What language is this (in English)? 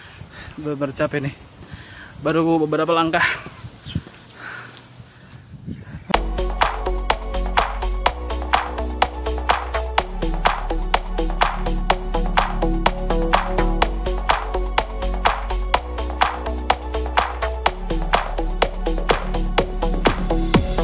Indonesian